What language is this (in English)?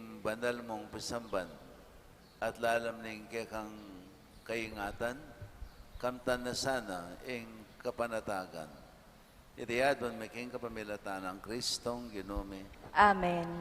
Pampanga